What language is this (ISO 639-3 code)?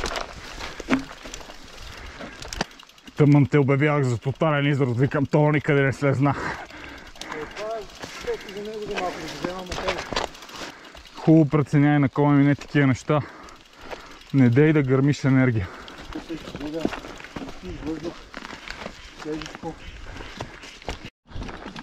bul